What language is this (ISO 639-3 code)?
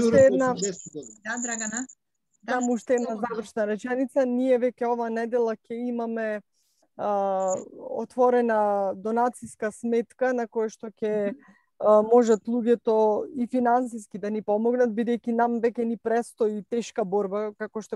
mkd